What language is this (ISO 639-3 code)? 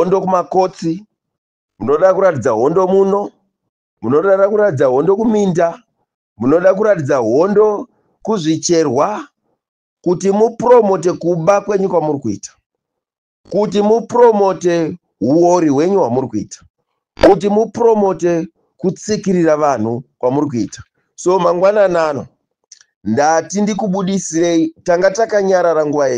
sna